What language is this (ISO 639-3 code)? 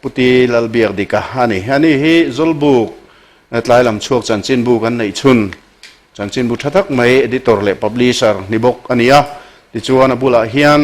lus